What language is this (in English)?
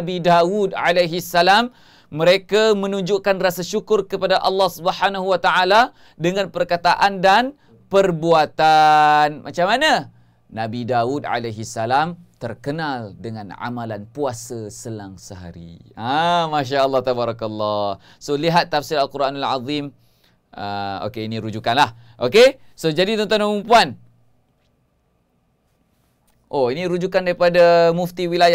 Malay